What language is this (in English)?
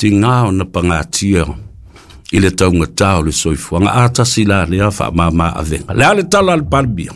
Samoan